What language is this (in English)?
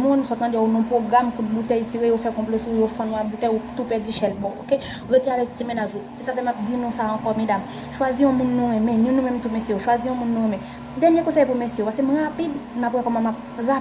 Haitian Creole